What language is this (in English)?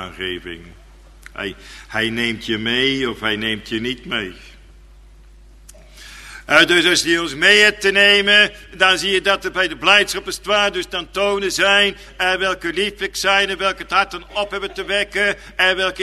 Dutch